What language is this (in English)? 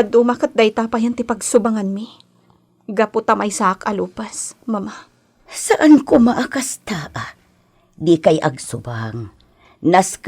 Iloko